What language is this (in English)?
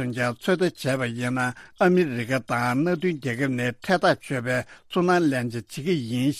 Tibetan